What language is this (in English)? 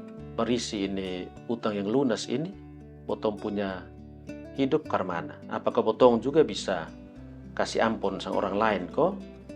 Kupang Malay